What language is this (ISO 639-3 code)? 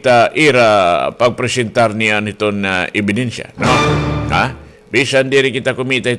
war